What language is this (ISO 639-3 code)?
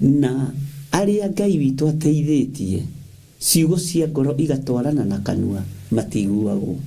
kik